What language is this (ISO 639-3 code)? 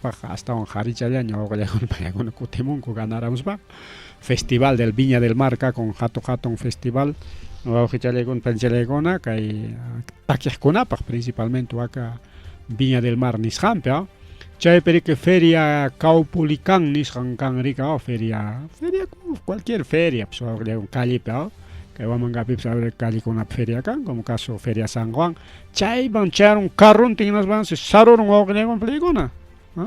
quy